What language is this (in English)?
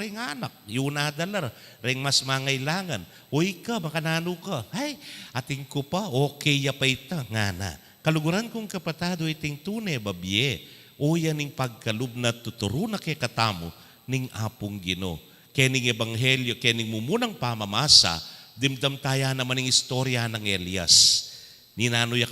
Pampanga